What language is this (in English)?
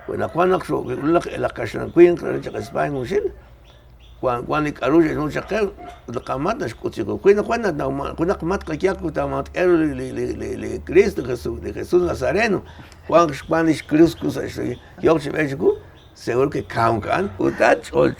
Kekchí